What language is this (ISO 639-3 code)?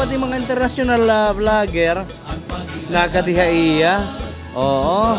war